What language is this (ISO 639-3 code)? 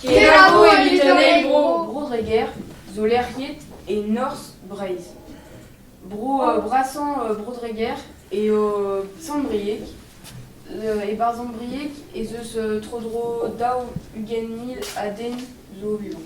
bre